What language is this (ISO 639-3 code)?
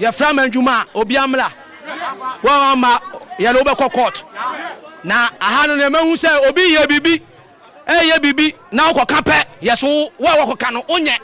aka